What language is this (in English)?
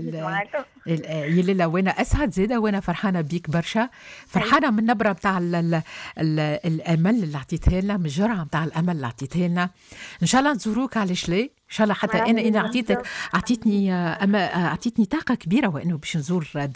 Tunisian Arabic